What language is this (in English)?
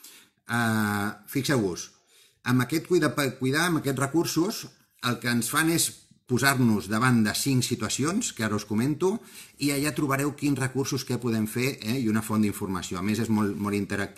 Catalan